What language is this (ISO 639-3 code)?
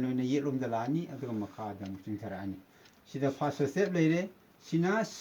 mni